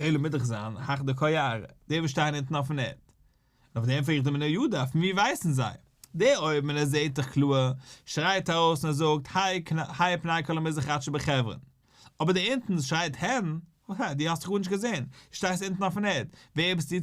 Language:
Yiddish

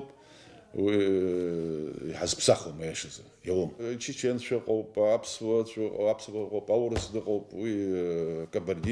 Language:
Abkhazian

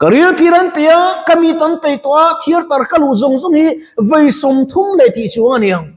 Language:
Mizo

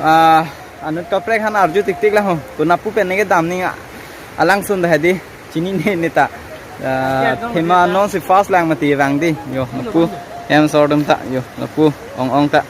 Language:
Karbi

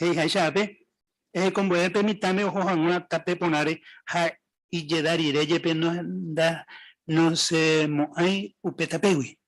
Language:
Guarani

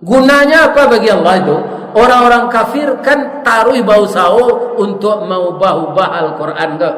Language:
Minangkabau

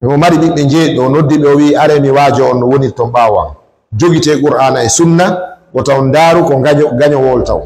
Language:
Fula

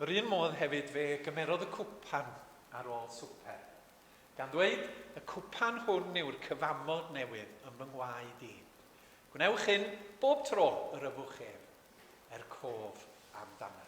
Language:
Welsh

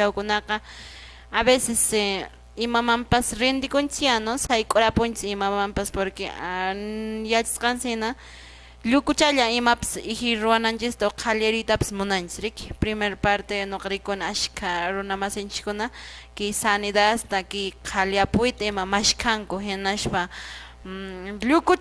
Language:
Quechua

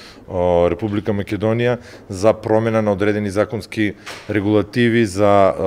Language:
Macedonian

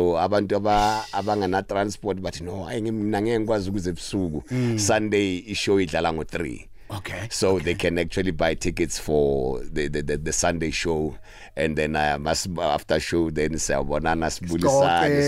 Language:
South Ndebele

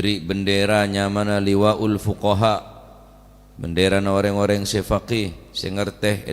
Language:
Madurese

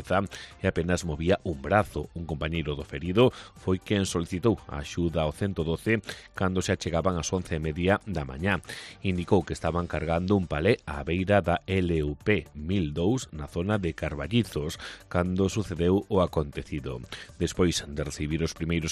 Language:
Galician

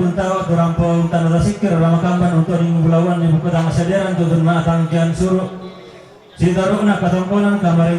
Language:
Toraja-Sa'dan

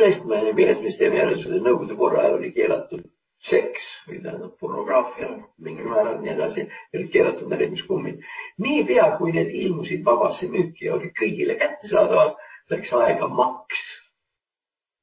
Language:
Estonian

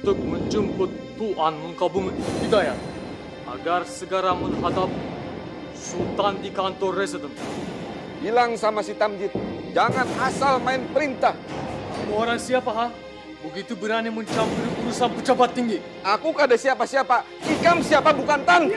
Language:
Banjar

